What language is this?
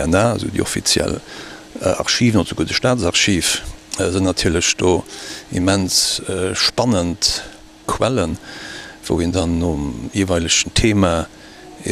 Luxembourgish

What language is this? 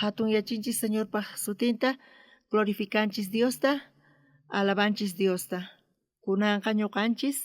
South Bolivian Quechua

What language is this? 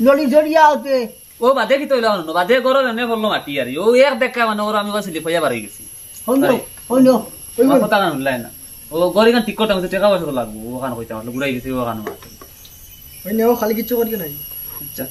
Sylheti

